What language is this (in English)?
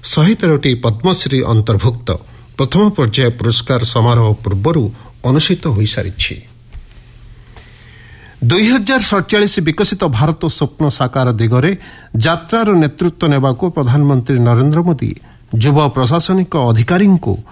Odia